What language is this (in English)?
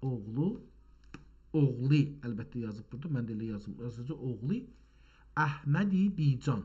South Azerbaijani